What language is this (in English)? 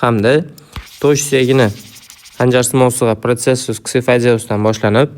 Uzbek